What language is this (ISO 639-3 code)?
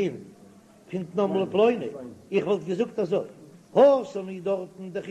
yid